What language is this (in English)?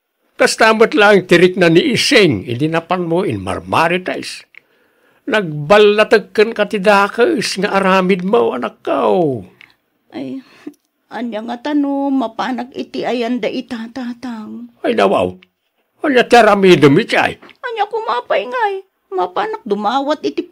Iloko